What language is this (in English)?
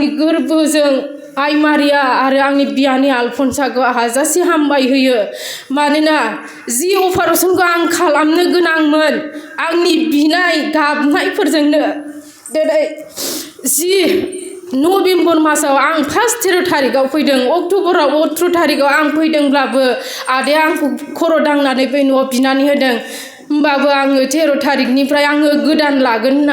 Bodo